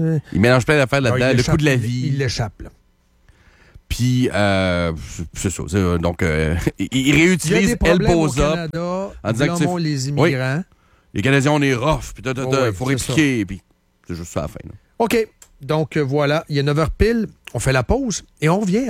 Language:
French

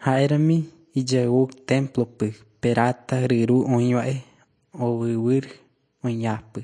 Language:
Guarani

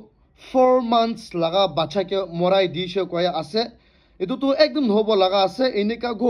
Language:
Naga Pidgin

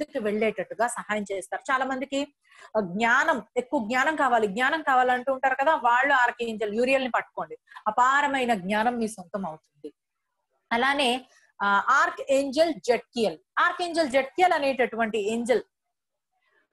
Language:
Telugu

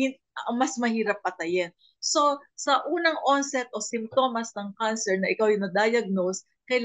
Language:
Filipino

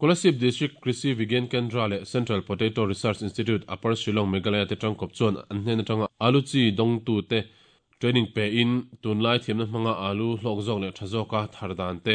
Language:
Mizo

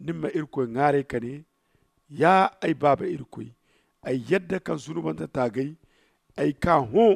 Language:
Zarma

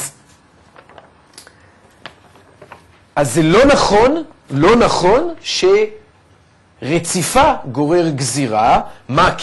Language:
Hebrew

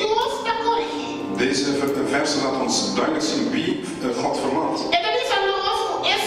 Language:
Papiamento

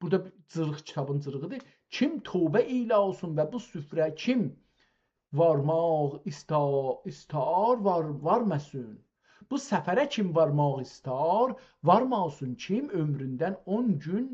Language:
South Azerbaijani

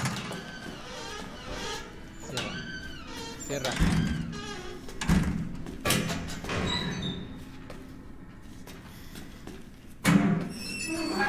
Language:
Spanish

